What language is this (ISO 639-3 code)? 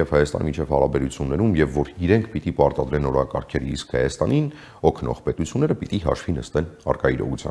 hye